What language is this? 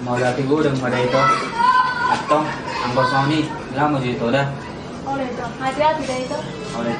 Batak Toba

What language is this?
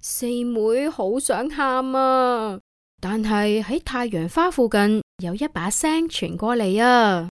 Cantonese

